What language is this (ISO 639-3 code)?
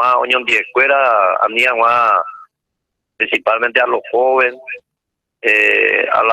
grn